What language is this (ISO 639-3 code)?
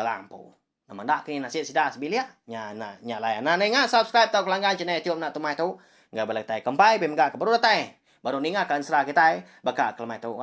iba